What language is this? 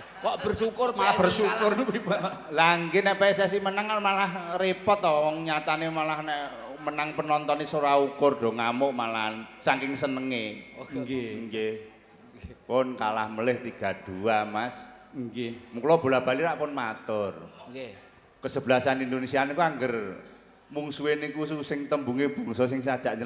Javanese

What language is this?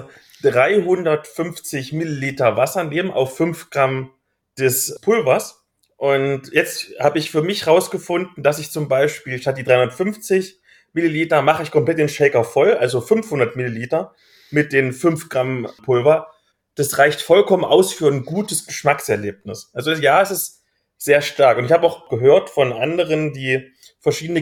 German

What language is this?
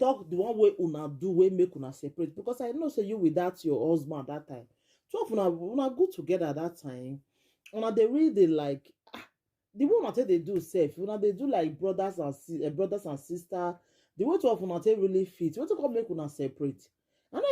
Nigerian Pidgin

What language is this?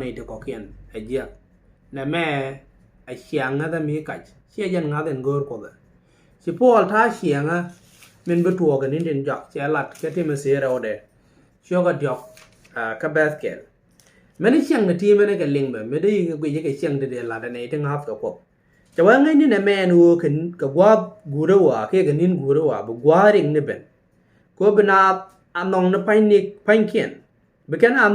Nuer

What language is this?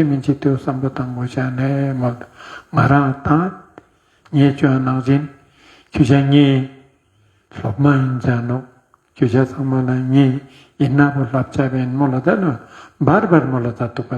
Ladakhi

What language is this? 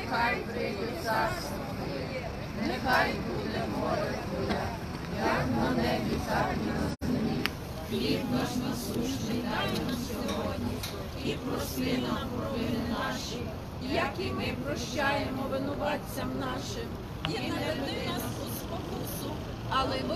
Ukrainian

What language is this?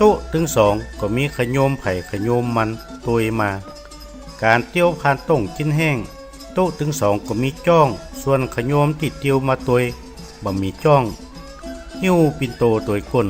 Northern Thai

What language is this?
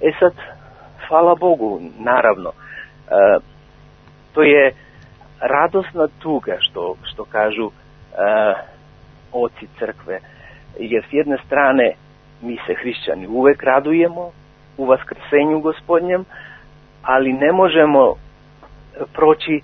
Serbian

